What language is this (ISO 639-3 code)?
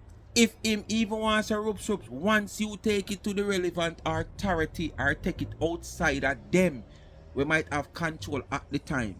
jam